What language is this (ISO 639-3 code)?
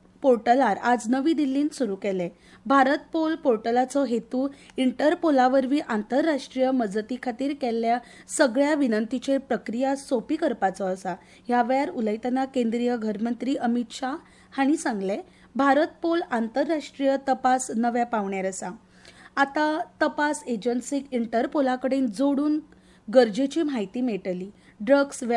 kok